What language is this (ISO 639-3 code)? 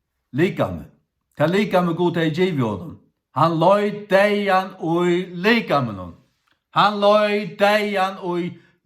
fao